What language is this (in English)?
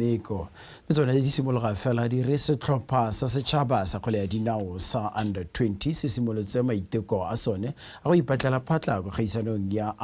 Tswana